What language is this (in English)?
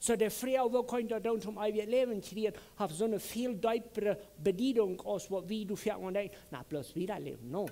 Plautdietsch